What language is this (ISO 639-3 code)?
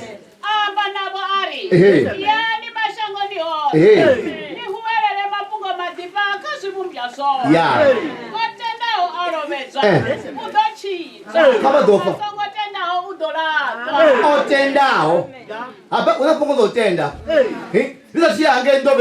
ven